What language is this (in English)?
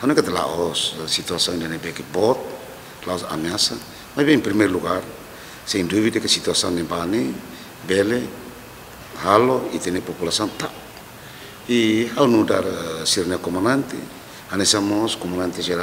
Tetum